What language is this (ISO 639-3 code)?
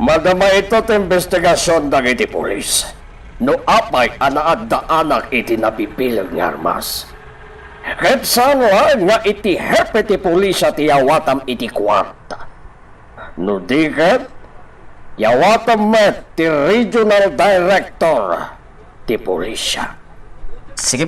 ilo